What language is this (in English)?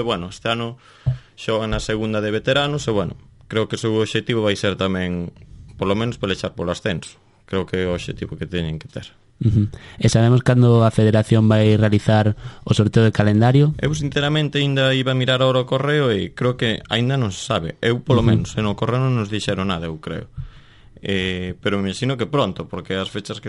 Galician